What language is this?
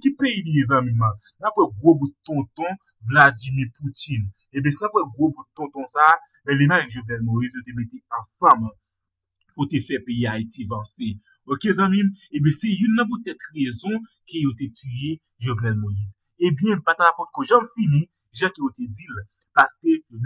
Haitian Creole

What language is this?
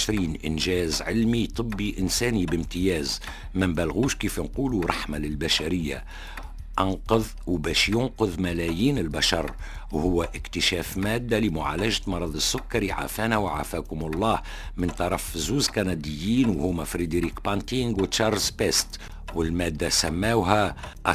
Tunisian Arabic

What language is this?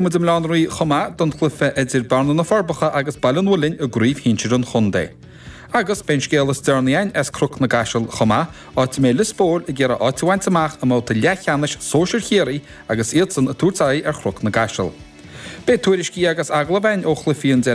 Irish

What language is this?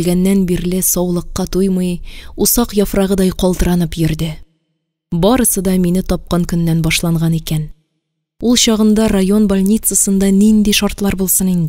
Tatar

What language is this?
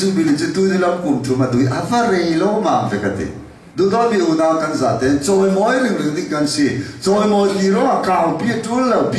Falam Chin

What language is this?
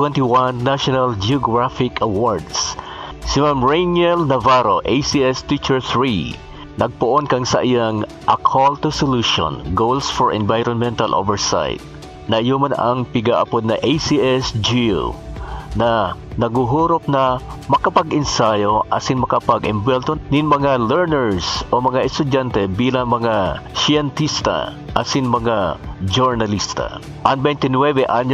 Bikol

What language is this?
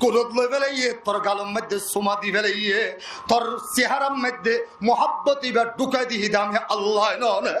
Rohingya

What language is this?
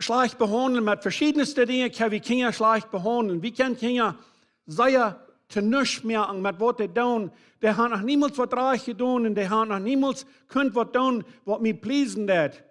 Plautdietsch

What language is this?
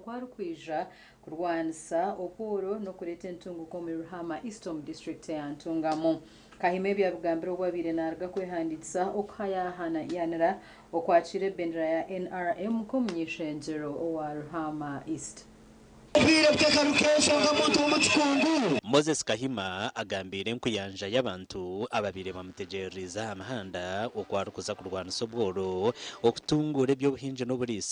Nyankole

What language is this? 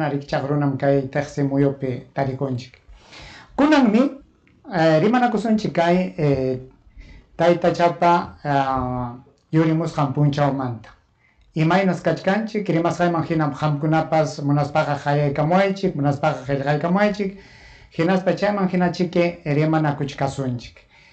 Ayacucho Quechua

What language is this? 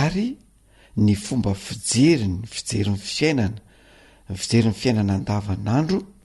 Malagasy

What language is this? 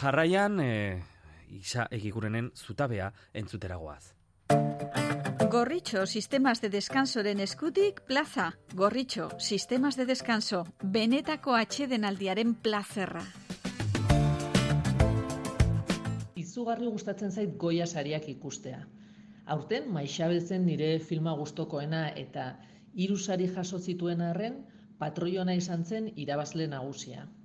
Basque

